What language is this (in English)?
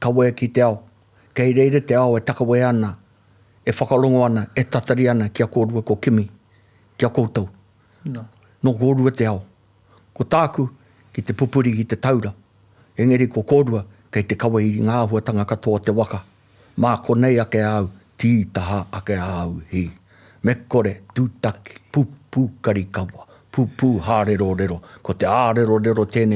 Māori